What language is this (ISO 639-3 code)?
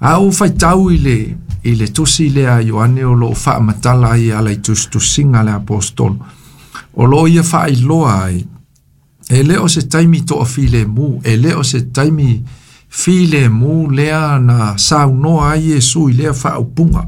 smo